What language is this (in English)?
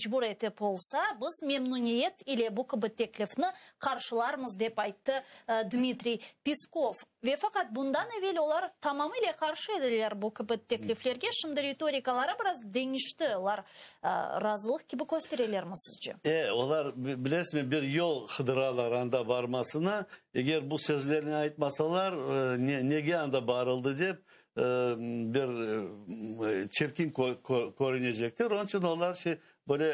Crimean Tatar